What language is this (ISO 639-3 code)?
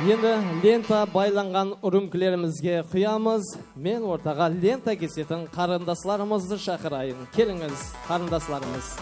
kaa